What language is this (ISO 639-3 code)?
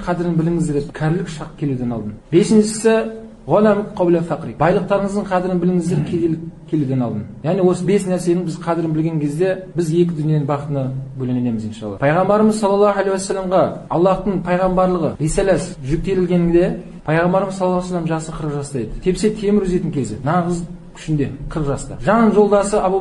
kaz